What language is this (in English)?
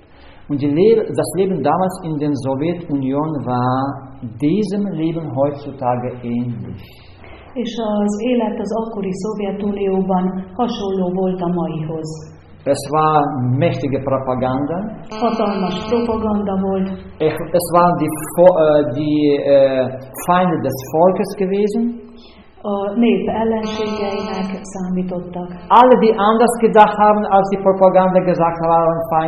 Hungarian